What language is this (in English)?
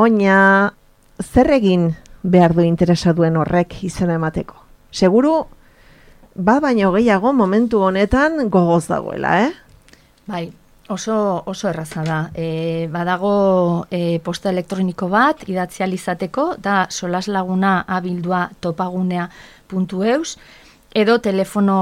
Basque